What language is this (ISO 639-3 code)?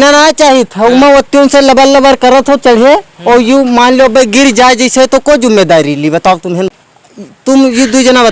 awa